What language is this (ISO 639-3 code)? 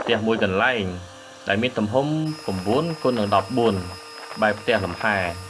khm